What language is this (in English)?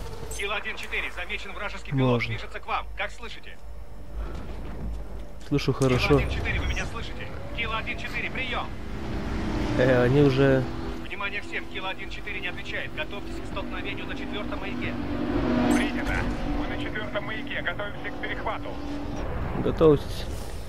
Russian